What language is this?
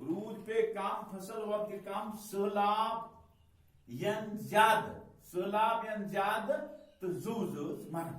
Kashmiri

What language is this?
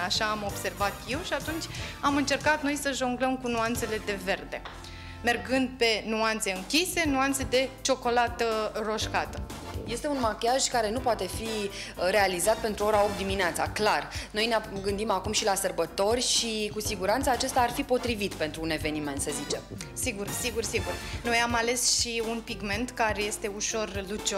Romanian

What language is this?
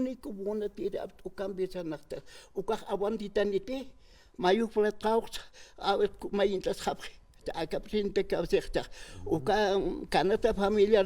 Aymara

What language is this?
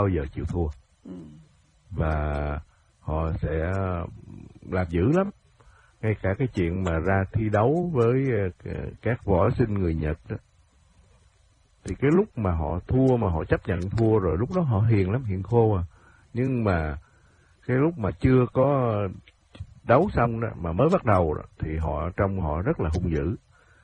Vietnamese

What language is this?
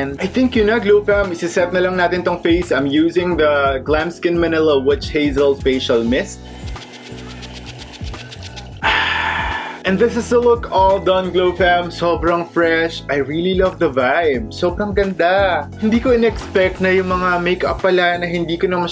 Filipino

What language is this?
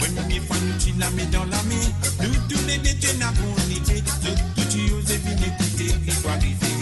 Morisyen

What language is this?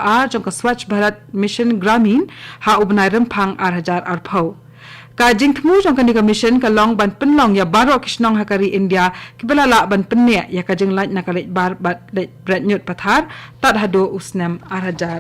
Khasi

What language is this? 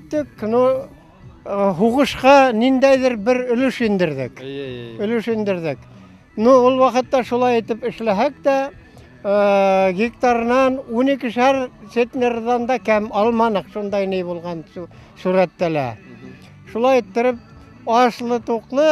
Bashkir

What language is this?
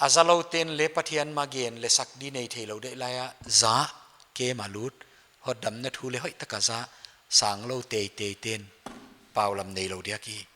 Paite Chin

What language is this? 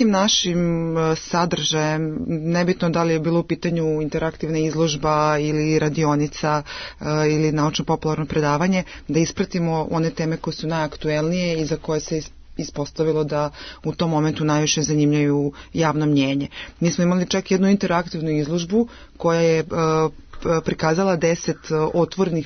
Serbian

